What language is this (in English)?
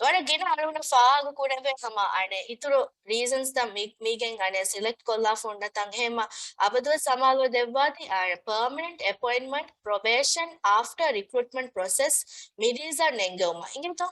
Divehi